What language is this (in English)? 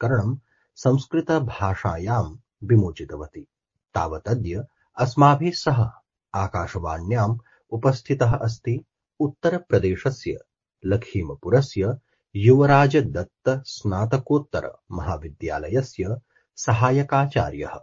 Sanskrit